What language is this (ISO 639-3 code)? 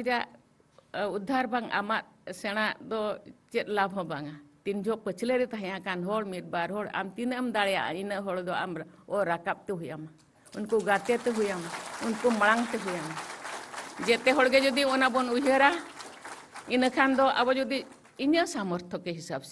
sat